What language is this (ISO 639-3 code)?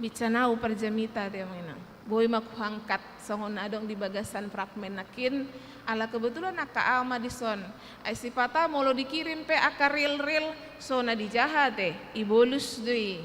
bbc